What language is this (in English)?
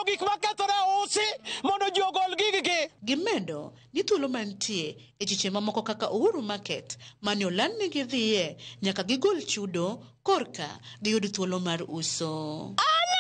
Luo (Kenya and Tanzania)